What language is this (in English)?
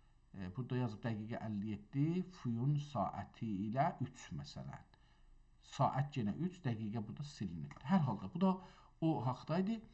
South Azerbaijani